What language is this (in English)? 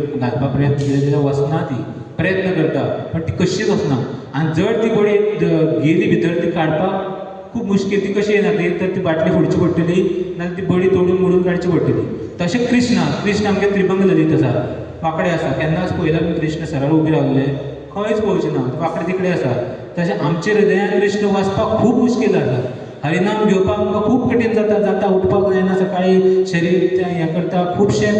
Konkani